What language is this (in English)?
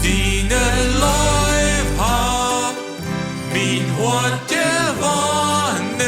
Plautdietsch